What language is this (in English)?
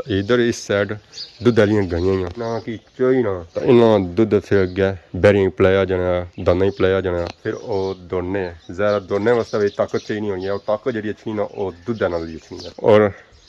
Pahari-Potwari